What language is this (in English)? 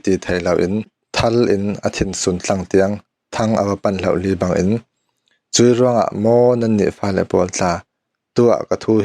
Falam Chin